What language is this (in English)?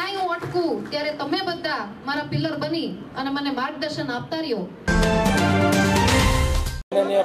Gujarati